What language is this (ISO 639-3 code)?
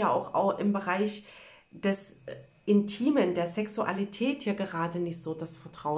deu